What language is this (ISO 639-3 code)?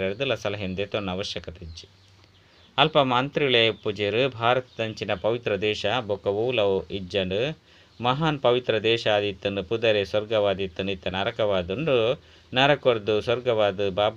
tcy